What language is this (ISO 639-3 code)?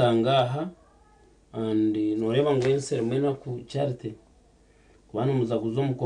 nyn